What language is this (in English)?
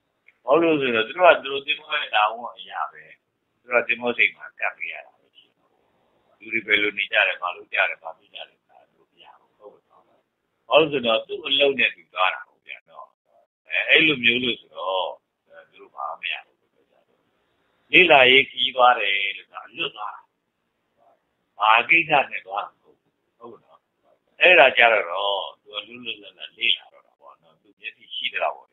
Burmese